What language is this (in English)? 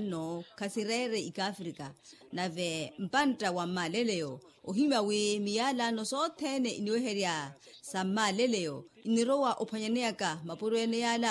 Makhuwa